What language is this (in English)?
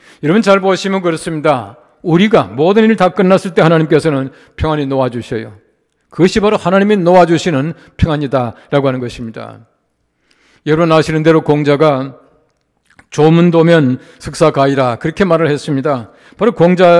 Korean